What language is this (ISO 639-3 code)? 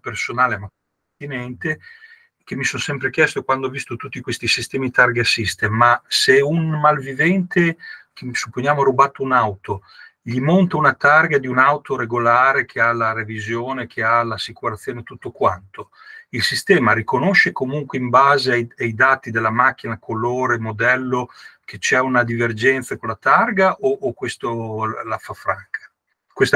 ita